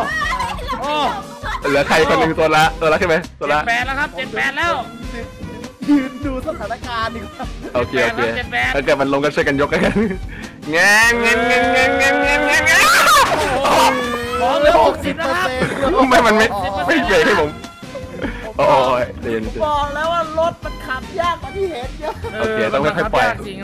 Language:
Thai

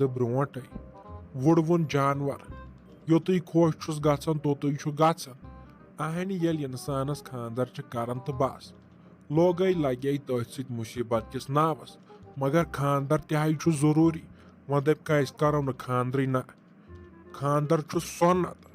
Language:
Kashmiri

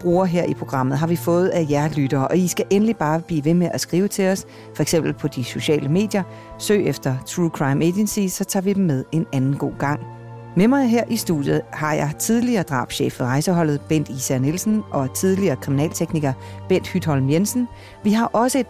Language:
Danish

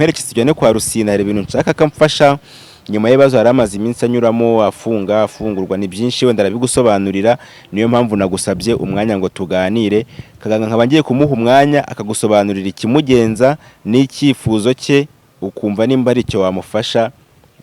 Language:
Kinyarwanda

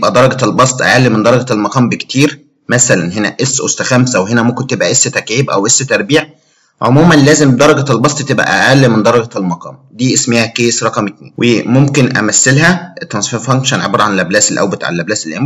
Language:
Egyptian Arabic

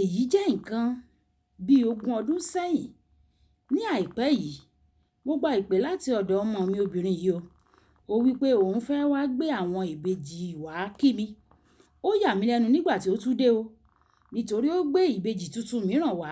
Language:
Yoruba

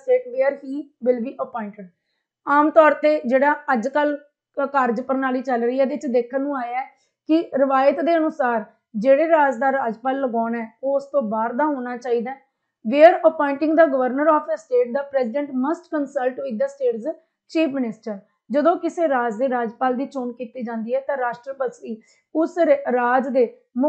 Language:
Punjabi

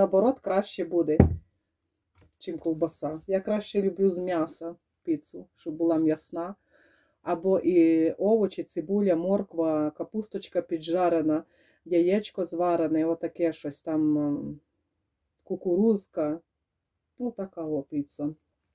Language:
Ukrainian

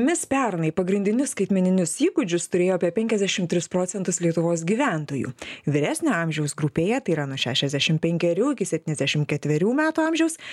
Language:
Lithuanian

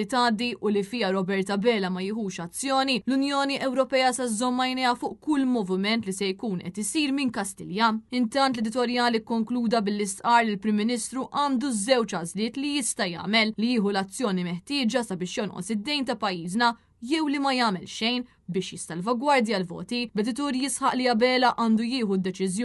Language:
Maltese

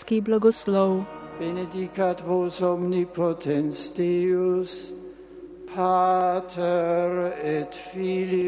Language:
Slovenian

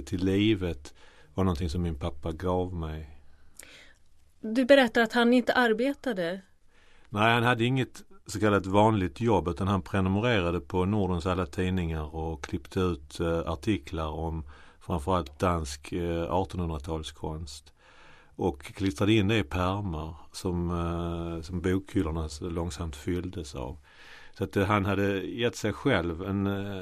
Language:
Swedish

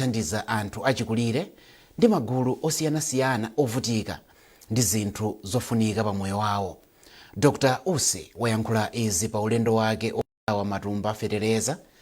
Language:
Nyanja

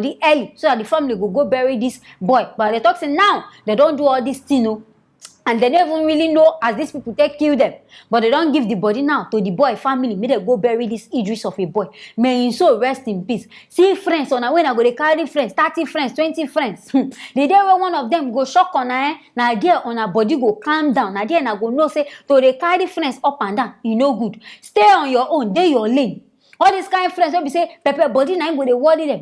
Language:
Nigerian Pidgin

